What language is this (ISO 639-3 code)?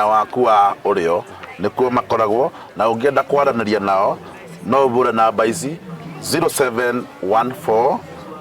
kik